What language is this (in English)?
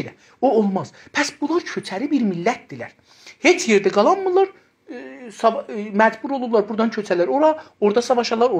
South Azerbaijani